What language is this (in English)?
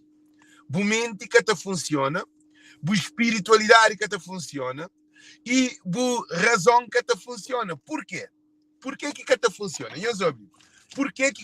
Kabuverdianu